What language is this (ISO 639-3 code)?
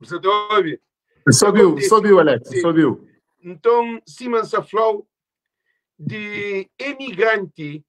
kea